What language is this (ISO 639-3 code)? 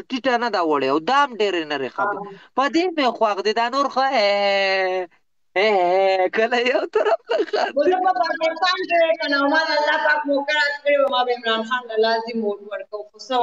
pus